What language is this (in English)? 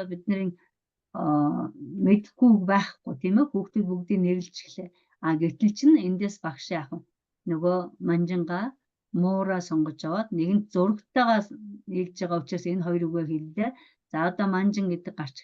Mongolian